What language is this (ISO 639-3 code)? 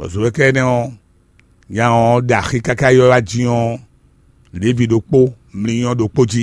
fon